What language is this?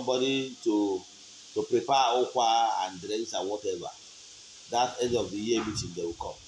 Igbo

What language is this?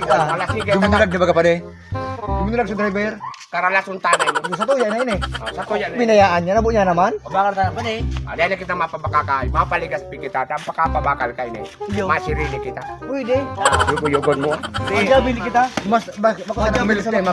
Bikol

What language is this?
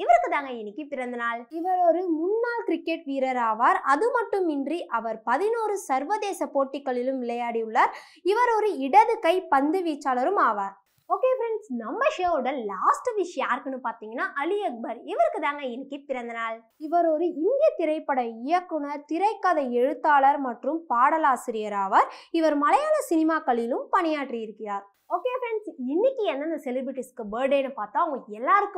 Tamil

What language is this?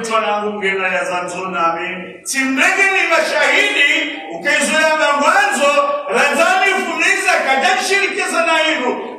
Swahili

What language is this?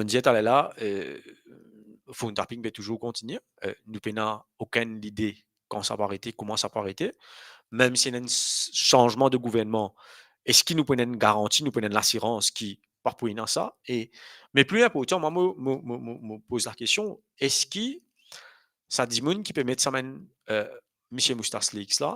Morisyen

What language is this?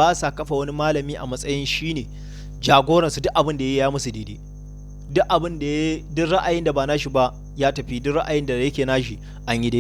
Hausa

